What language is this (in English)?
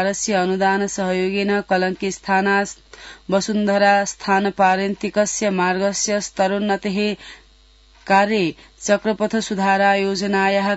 Sanskrit